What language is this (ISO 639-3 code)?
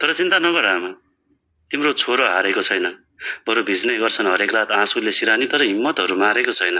nep